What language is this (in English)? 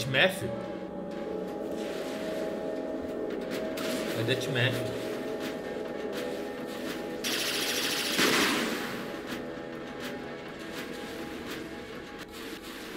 Portuguese